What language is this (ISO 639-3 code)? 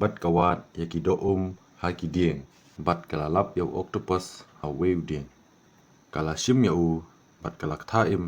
kha